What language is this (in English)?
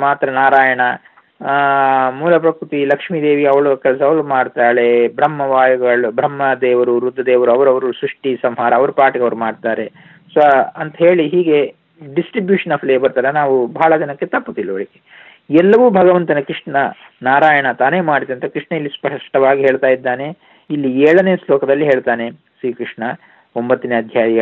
Kannada